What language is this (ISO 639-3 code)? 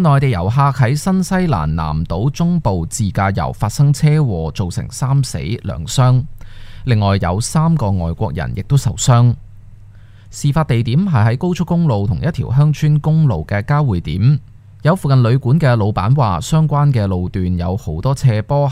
yue